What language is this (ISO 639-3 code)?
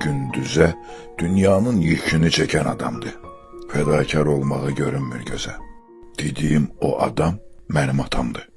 aze